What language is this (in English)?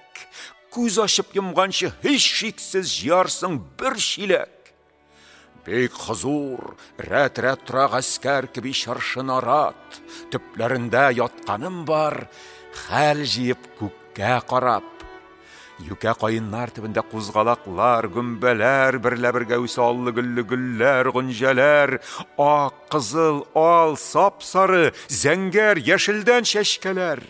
Tatar